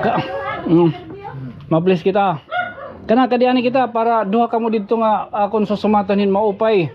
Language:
Waray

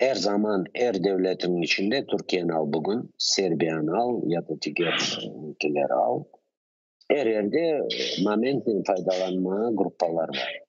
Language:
Crimean Tatar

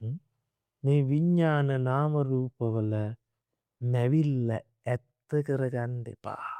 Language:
Sinhala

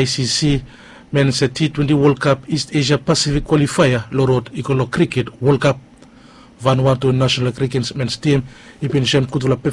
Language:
Bislama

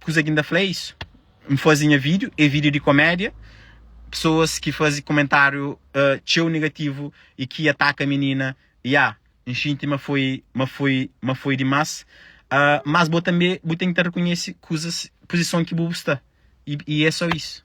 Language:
Kabuverdianu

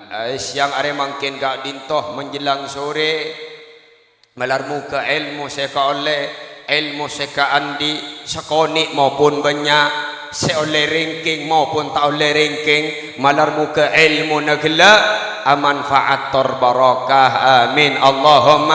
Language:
Madurese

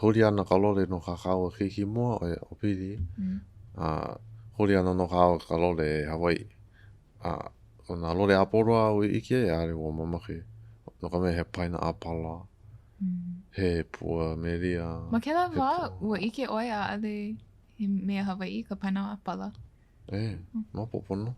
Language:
Hawaiian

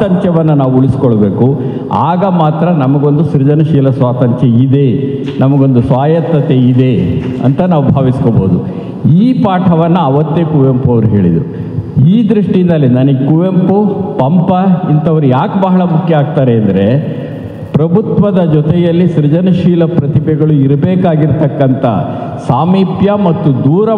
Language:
Kannada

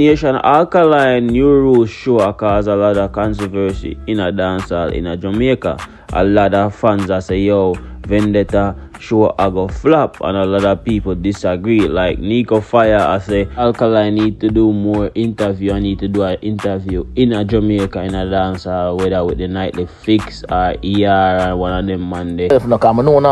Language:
Jamaican Creole English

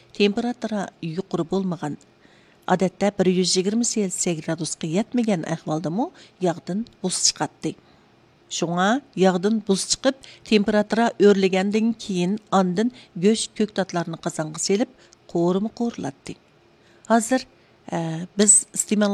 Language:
Uyghur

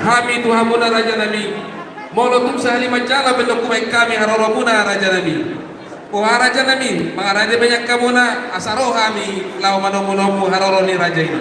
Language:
Batak Toba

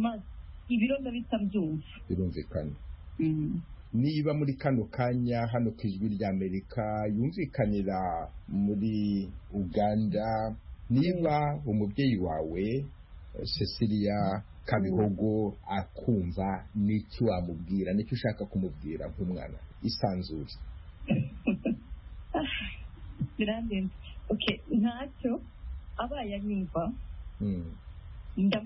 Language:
Kinyarwanda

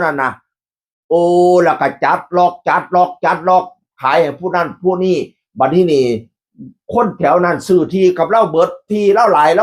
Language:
Northeastern Thai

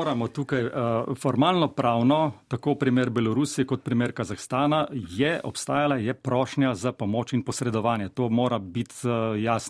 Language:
Slovenian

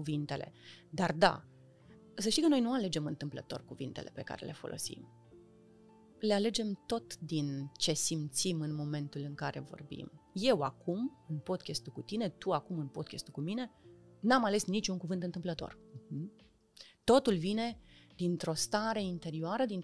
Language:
Romanian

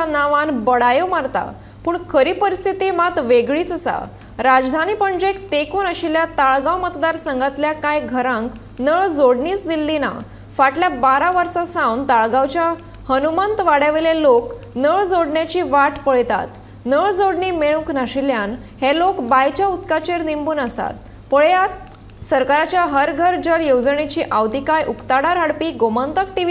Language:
Konkani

